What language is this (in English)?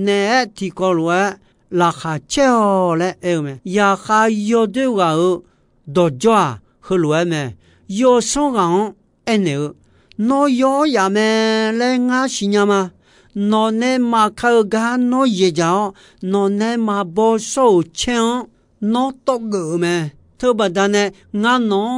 Akha